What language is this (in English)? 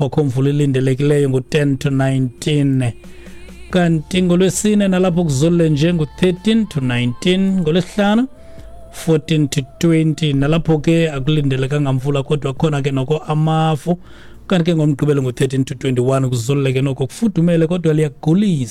Xhosa